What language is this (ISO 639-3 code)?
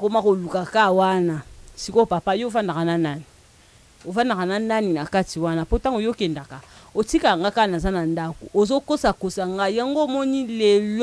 lin